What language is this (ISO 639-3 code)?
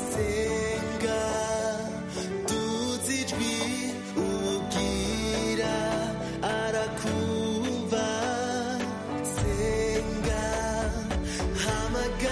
kin